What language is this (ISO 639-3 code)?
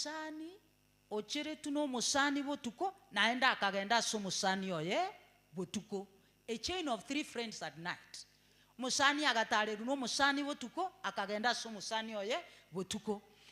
guz